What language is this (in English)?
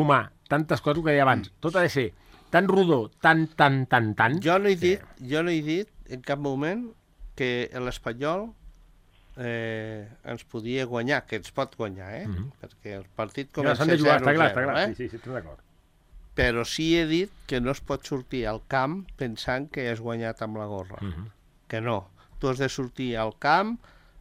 Catalan